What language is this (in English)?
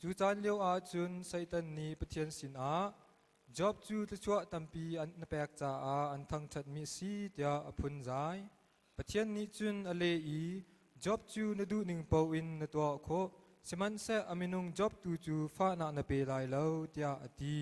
Hakha Chin